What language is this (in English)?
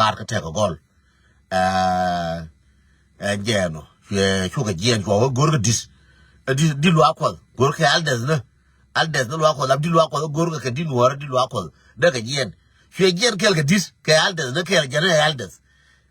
Nuer